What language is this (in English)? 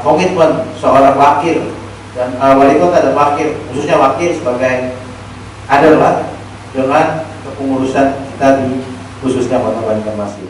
Banjar